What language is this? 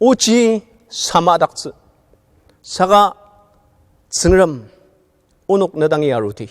Ao Naga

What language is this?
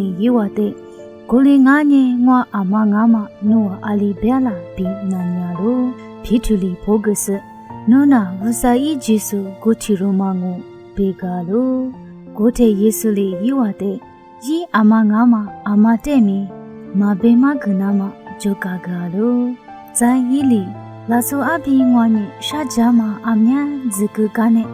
Lisu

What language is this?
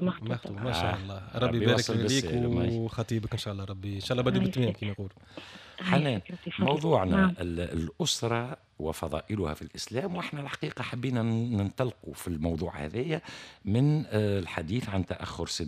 Tunisian Arabic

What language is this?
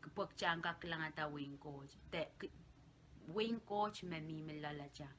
Pohnpeian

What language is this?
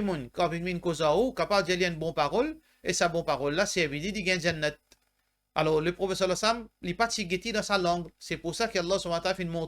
Morisyen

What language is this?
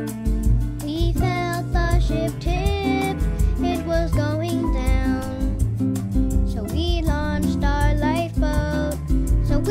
English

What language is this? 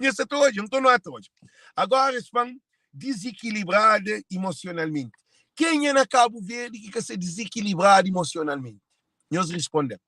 Kabuverdianu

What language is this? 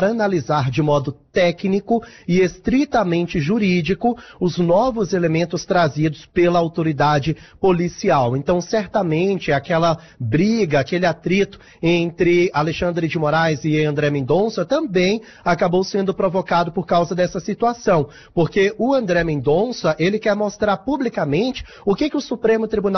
Portuguese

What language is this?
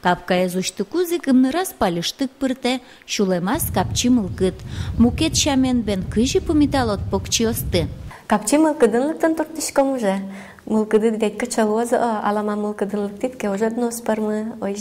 Udmurt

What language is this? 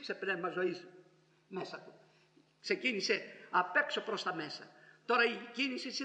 Greek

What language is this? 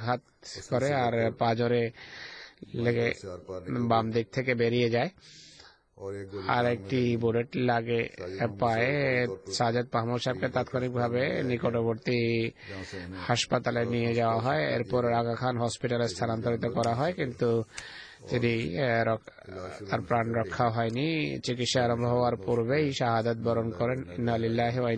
Bangla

